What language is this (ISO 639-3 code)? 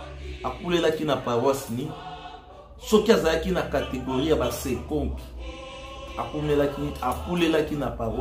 lin